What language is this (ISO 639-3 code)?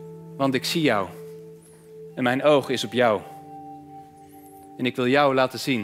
nld